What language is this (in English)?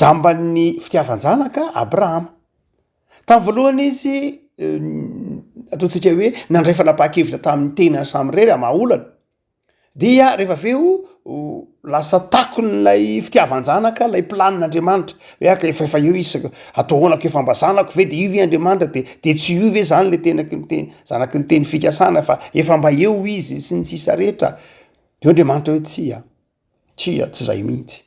Malagasy